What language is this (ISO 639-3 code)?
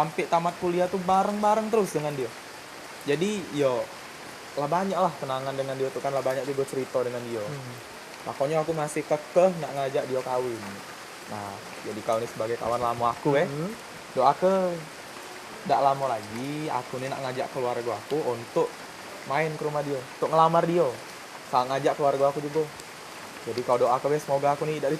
mui